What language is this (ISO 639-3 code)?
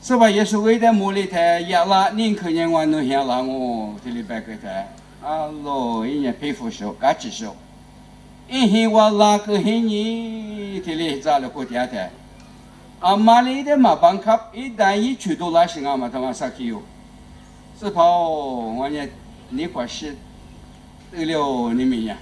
lis